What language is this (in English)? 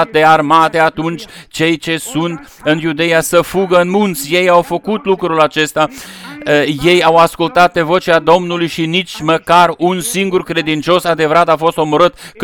Romanian